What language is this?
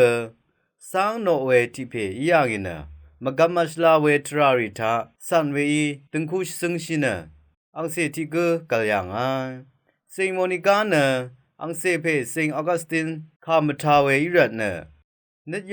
Rawang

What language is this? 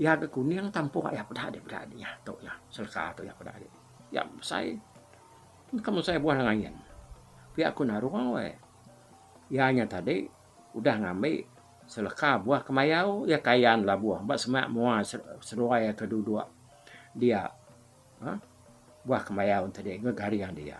Iban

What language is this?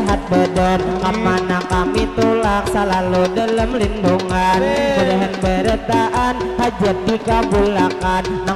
Banjar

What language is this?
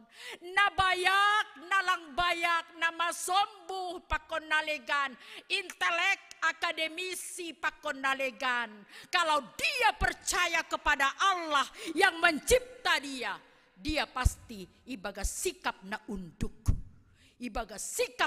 Batak Simalungun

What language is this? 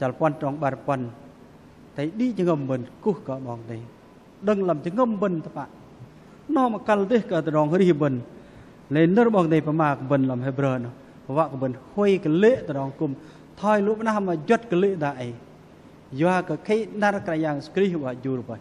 Bahnar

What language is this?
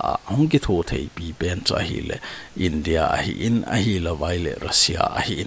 Thado Chin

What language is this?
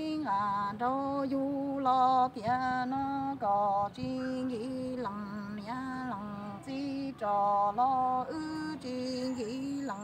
Vietnamese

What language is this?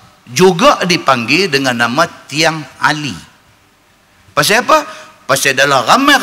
Malay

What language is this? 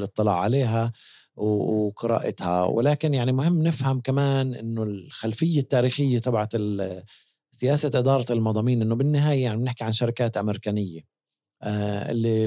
North Levantine Arabic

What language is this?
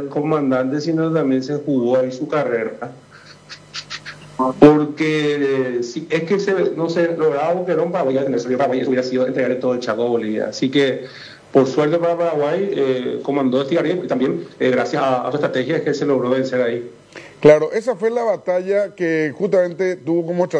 Spanish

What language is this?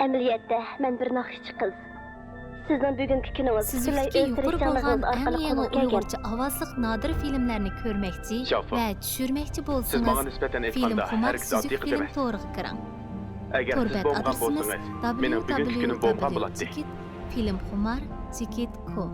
Uyghur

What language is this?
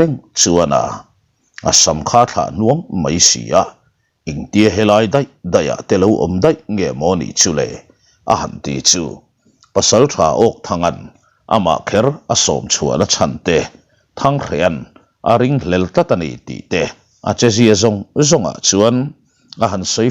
Mizo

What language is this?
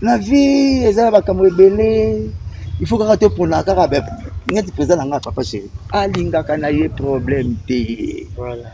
Lingala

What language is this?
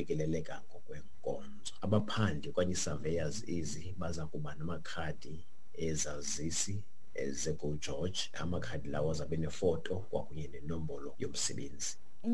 Xhosa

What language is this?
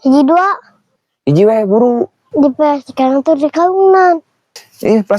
Sundanese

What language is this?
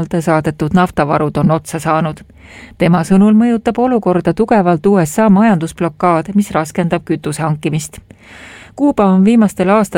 Estonian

